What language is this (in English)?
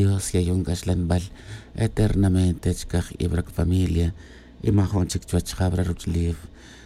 Tz'utujil